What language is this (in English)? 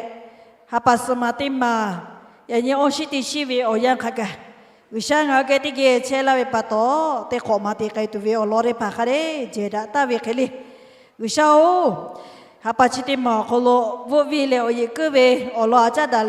Lahu